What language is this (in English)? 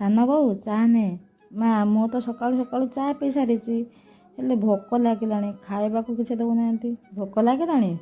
Odia